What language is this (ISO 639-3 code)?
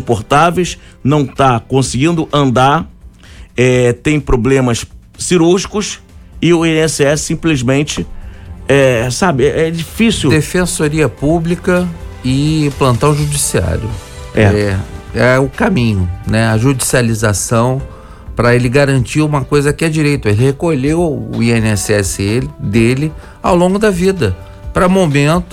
por